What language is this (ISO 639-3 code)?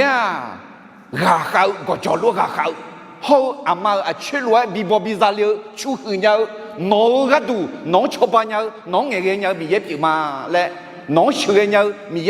ahk